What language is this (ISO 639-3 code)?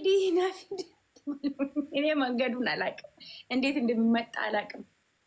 orm